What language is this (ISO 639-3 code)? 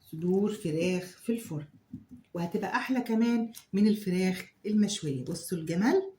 arz